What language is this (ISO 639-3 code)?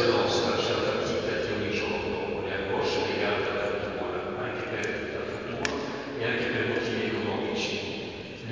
ita